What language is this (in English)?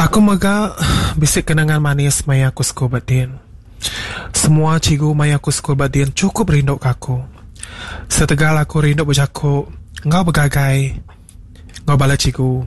Iban